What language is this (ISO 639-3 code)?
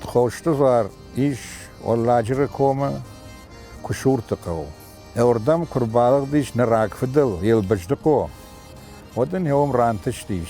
oss